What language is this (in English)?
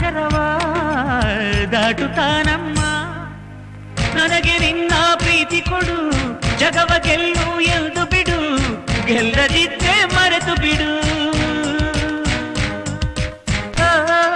Kannada